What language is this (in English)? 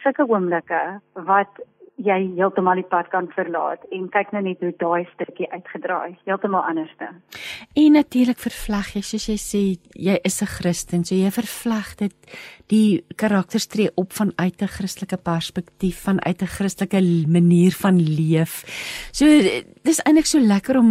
Afrikaans